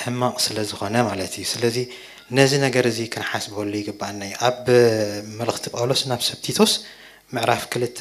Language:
Tigrinya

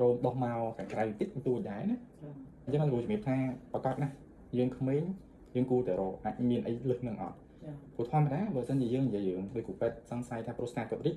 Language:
Khmer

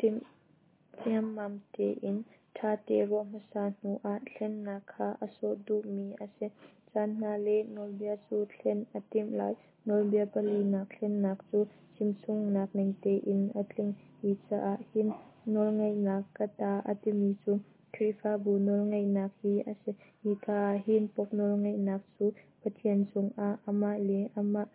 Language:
Hakha Chin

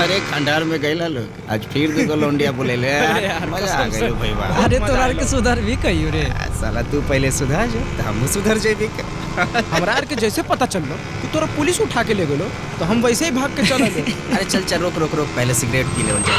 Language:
Magahi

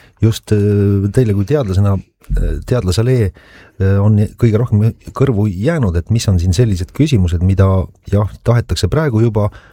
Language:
Estonian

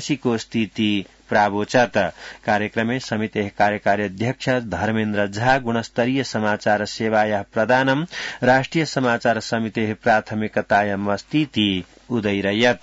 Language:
Sanskrit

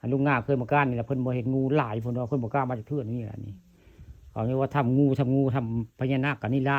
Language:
Northeastern Thai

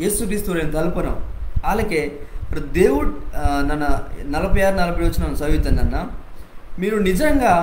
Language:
Koya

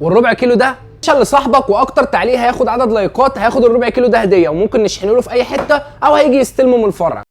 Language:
Egyptian Arabic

